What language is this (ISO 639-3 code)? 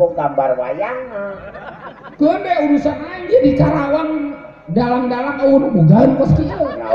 sun